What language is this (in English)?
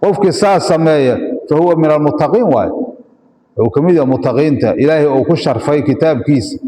Somali